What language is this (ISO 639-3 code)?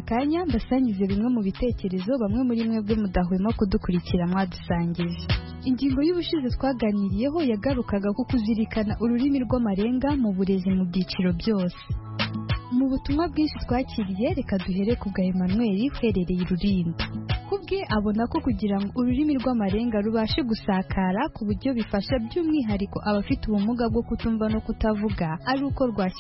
kin